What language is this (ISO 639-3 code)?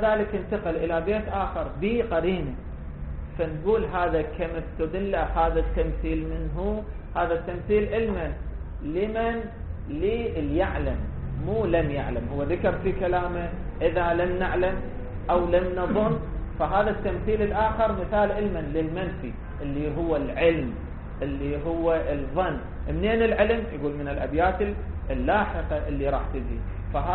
ara